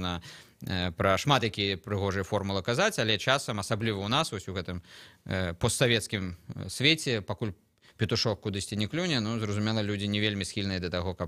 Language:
Belarusian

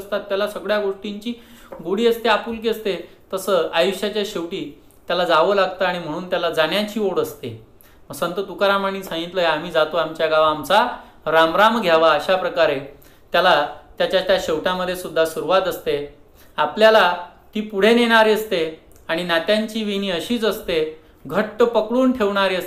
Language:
Marathi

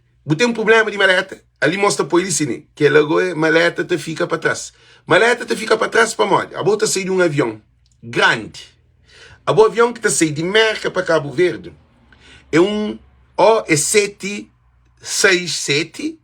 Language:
Kabuverdianu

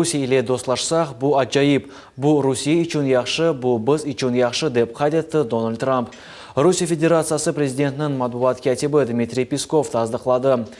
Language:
Crimean Tatar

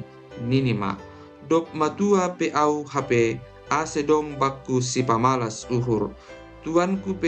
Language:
Batak Simalungun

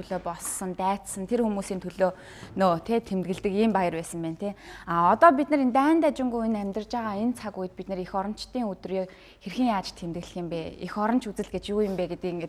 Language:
Mongolian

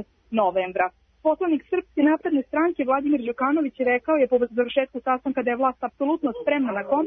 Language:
Serbian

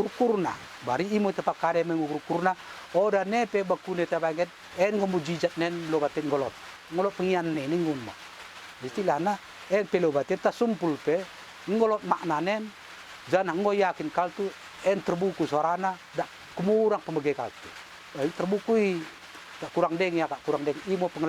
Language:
Batak Dairi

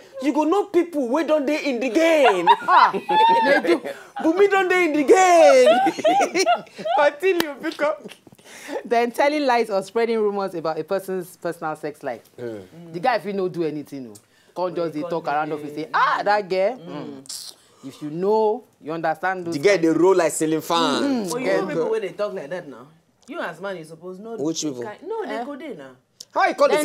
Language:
Nigerian Pidgin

